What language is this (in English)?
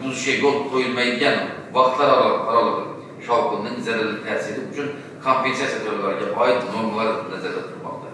Uzbek